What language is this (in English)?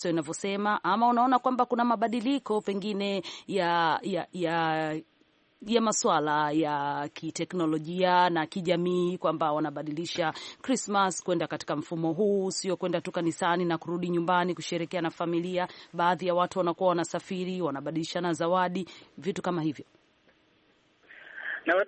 Swahili